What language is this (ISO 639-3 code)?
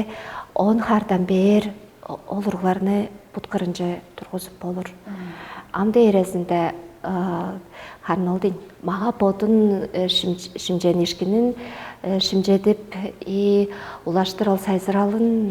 tyv